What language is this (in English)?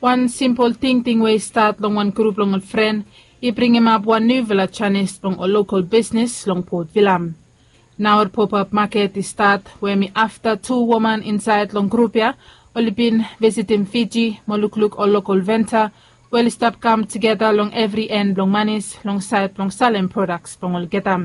Bislama